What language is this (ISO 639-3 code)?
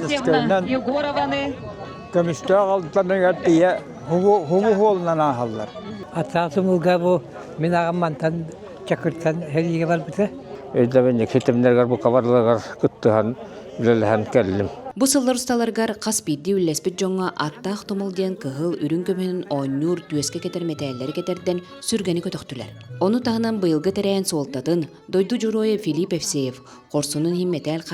sah